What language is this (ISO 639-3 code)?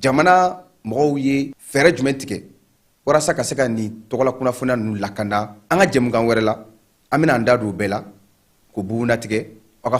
bam